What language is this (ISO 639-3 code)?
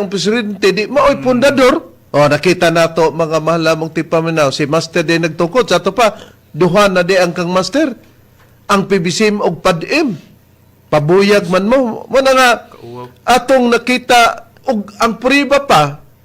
ceb